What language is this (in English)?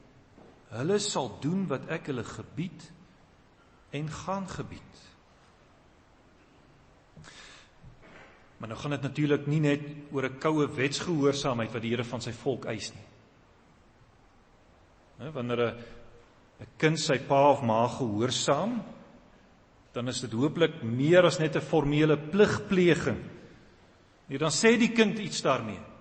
Afrikaans